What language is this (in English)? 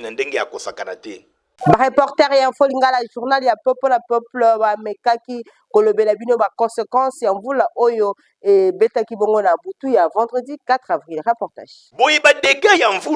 Lingala